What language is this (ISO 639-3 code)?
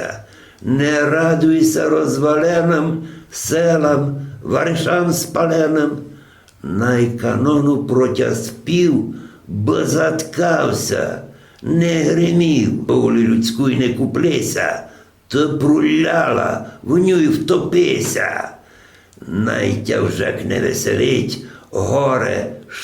rue